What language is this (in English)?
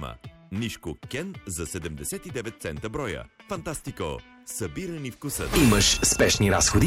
Bulgarian